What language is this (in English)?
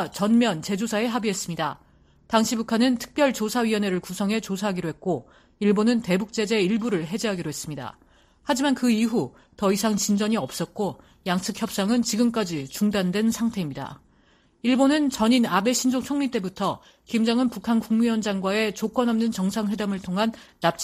Korean